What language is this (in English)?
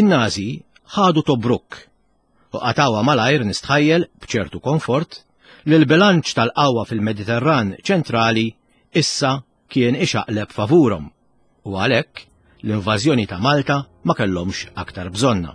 Maltese